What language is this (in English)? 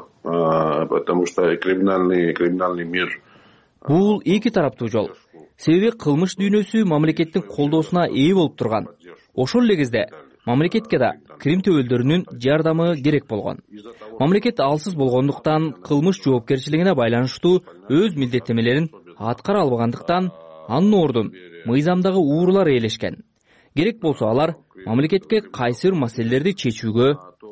Kyrgyz